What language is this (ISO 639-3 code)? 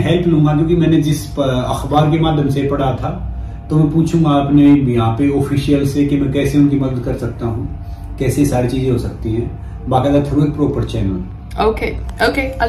hin